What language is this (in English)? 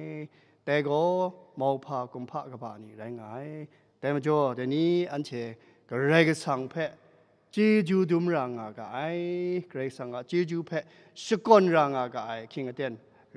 Kachin